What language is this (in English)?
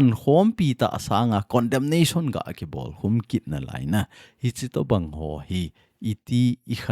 Thado Chin